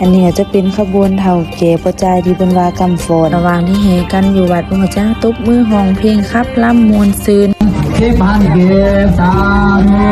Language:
Lao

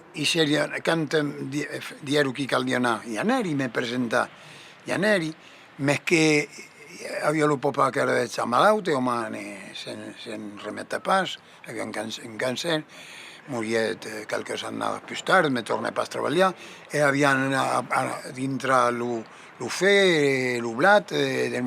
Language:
Occitan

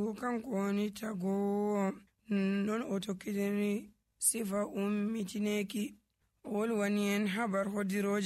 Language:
Nigerian Fulfulde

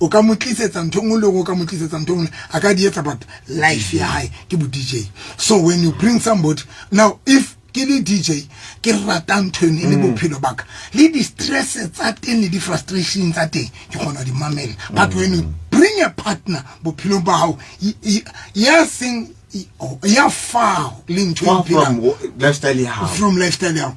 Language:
Southern Sotho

